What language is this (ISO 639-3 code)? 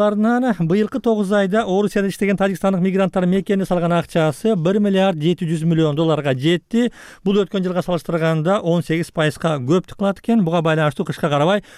kir